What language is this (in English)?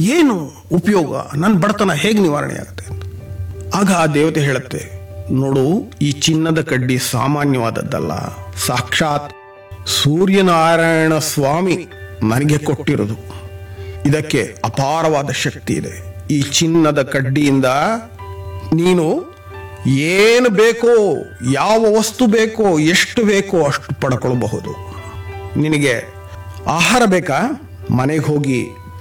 Kannada